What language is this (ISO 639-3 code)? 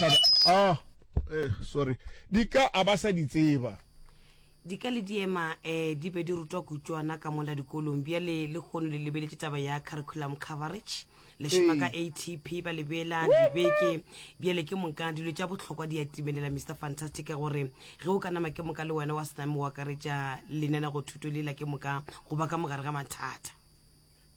nso